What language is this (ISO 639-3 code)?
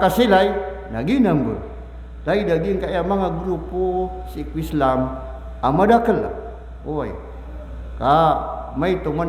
mrw